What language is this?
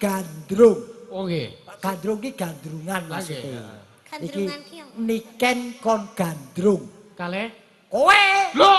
Javanese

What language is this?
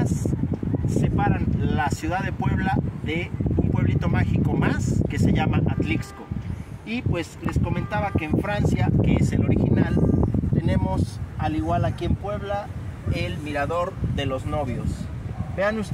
Spanish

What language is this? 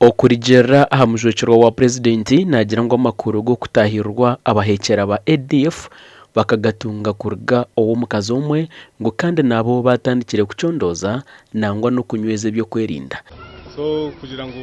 Nyankole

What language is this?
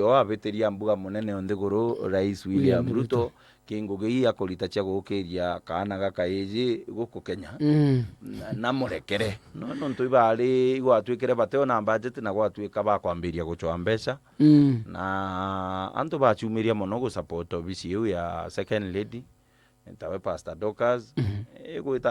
Meru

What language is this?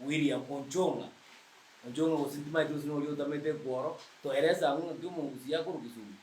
Gusii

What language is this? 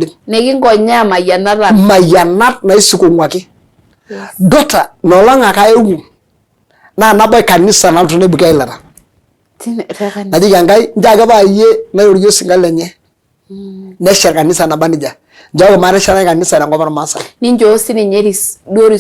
Masai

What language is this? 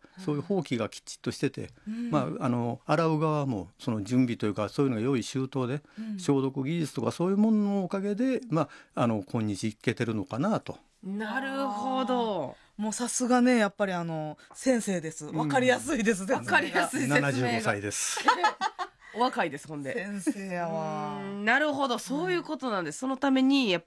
Japanese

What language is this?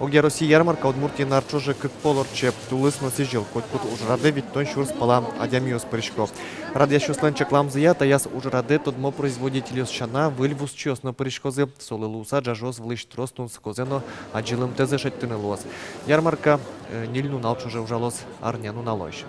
Udmurt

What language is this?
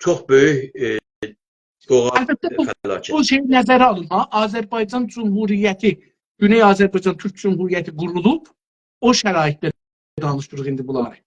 South Azerbaijani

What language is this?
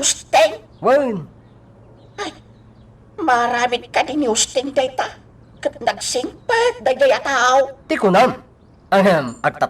Iloko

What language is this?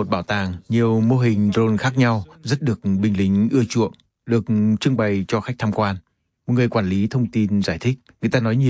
Vietnamese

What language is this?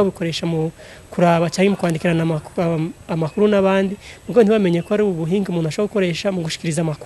Rundi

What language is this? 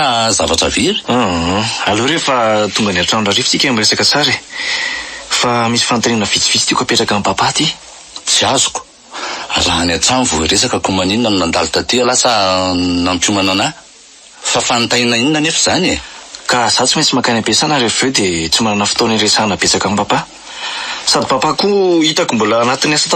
Malagasy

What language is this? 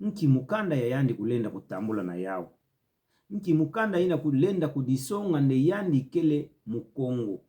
Kituba (Democratic Republic of Congo)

